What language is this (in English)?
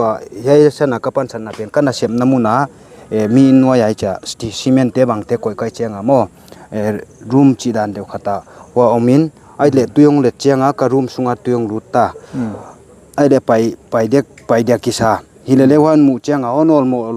Paite Chin